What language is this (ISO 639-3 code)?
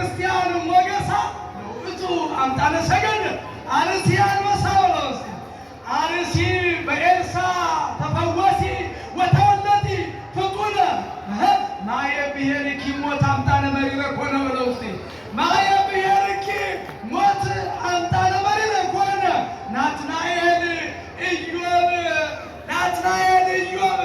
amh